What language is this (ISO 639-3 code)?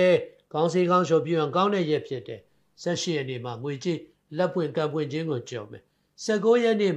mya